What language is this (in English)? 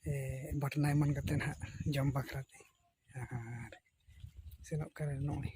Santali